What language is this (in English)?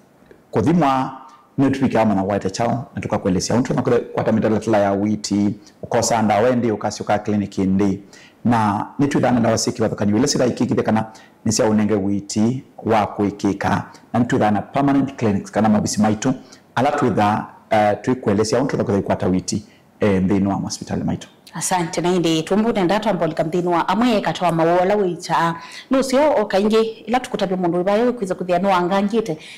Kamba